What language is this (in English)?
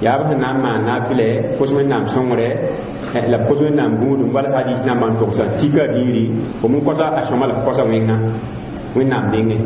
Mossi